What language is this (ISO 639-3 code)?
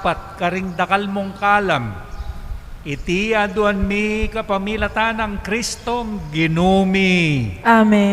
pam